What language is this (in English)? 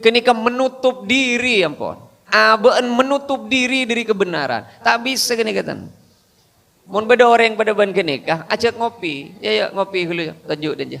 Madurese